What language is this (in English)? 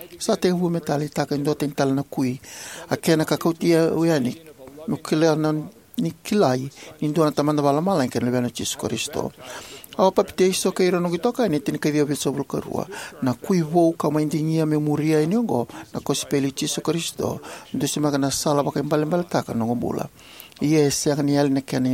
Fijian